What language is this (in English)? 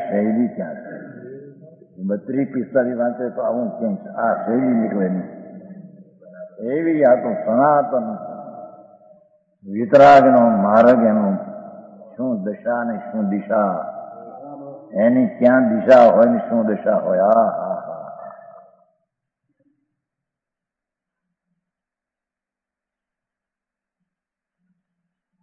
Gujarati